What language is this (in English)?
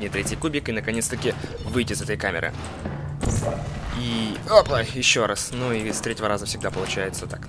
Russian